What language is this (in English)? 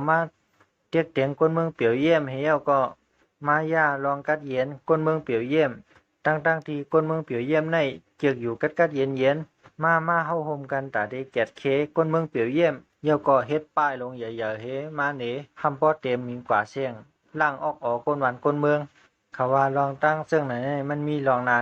Shan